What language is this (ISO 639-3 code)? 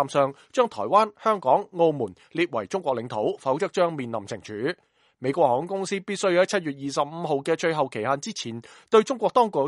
yue